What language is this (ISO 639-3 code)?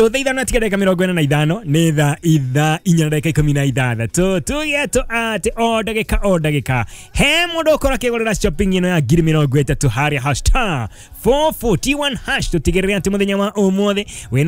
kik